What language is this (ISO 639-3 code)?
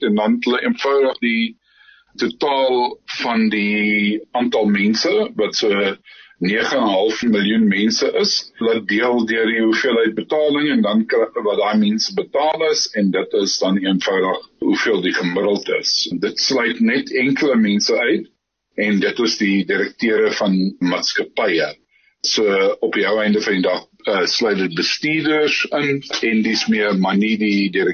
afr